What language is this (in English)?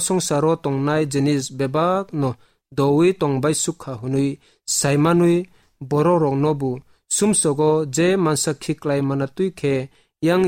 Kok Borok